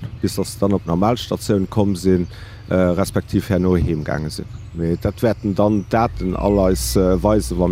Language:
Luxembourgish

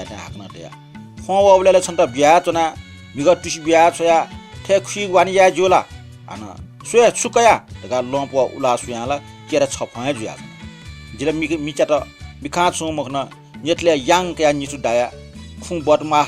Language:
Newari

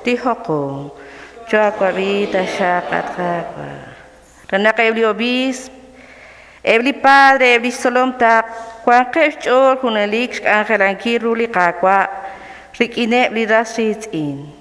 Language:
Kekchí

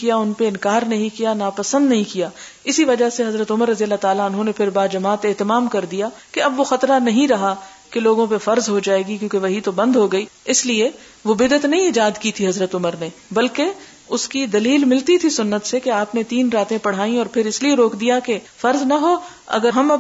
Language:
Urdu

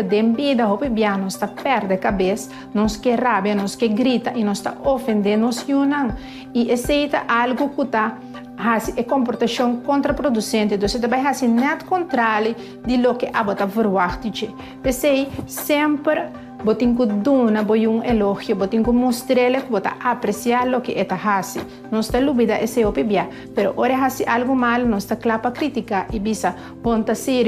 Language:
Papiamento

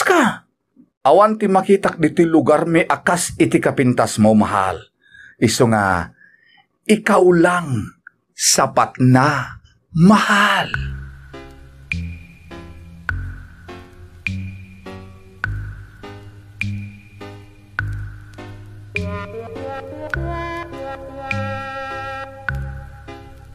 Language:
Iloko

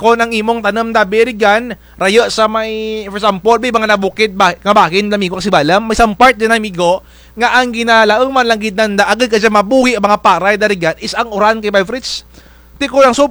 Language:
Kinaray-a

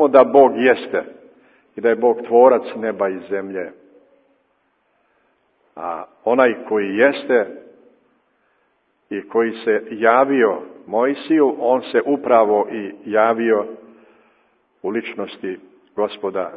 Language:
Serbian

